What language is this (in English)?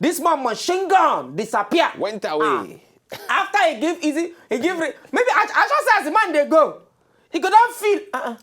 Nigerian Pidgin